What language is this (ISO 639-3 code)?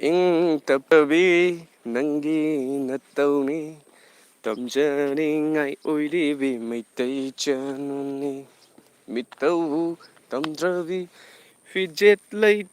mni